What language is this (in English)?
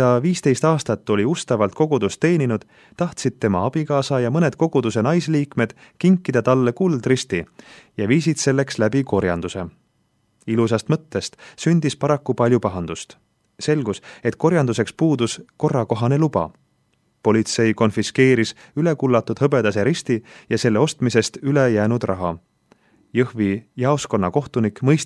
Estonian